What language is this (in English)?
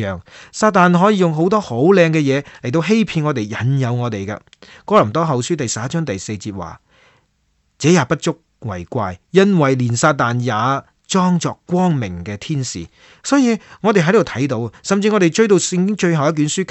Cantonese